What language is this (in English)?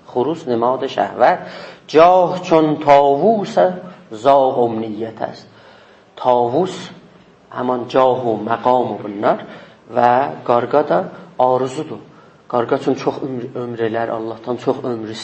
South Azerbaijani